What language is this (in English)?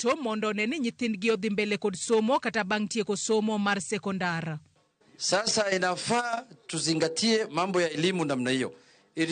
Luo (Kenya and Tanzania)